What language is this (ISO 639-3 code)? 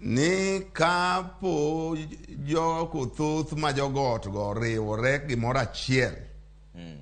luo